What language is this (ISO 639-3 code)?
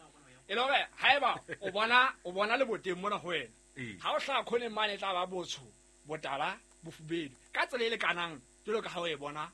sot